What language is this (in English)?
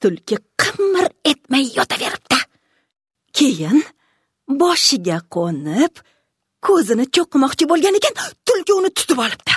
Uzbek